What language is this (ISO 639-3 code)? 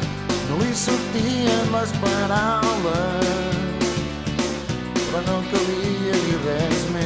cat